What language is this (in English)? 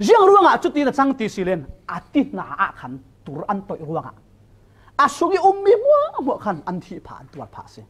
Falam Chin